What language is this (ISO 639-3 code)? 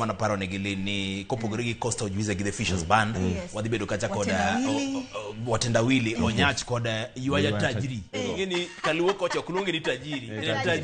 luo